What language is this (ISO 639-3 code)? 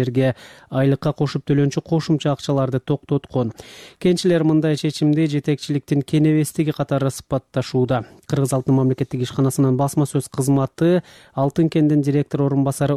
kir